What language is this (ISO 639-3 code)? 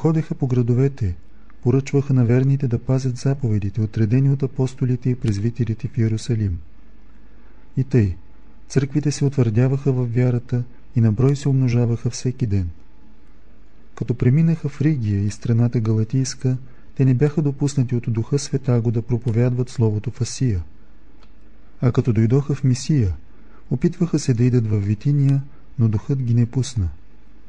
bul